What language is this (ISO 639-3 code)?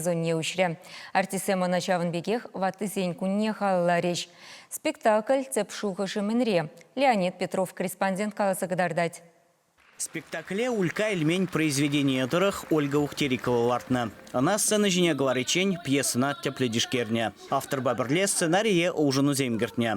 chv